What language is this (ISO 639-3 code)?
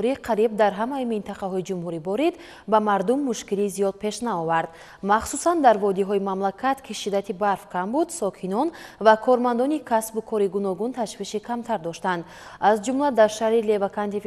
tgk